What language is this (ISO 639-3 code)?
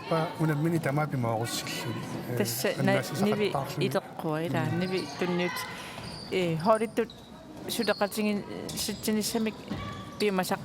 kal